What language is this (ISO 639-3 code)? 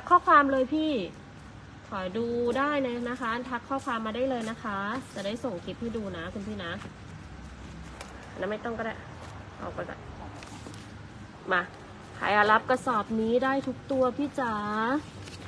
tha